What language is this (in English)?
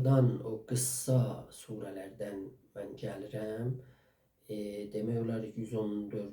South Azerbaijani